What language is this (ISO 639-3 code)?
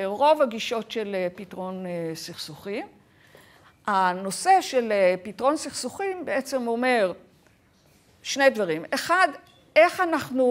heb